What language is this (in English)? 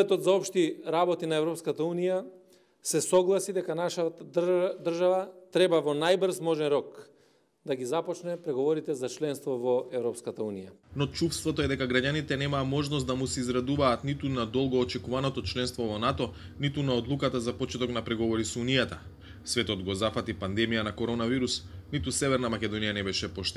Macedonian